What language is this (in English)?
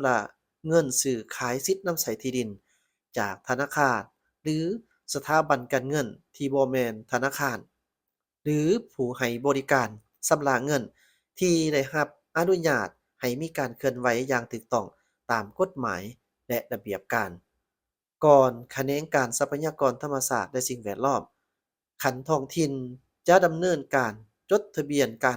Lao